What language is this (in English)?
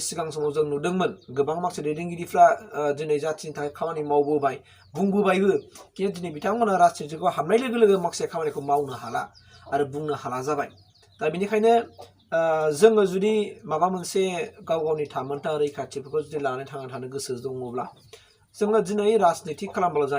Bodo